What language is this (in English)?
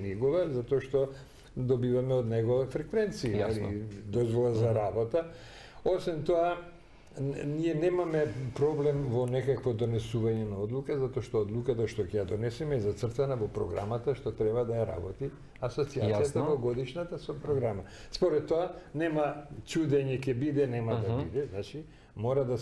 Macedonian